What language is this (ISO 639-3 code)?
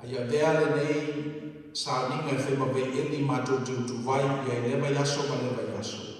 smo